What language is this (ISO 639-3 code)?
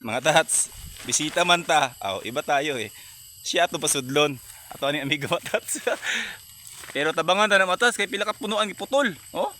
ceb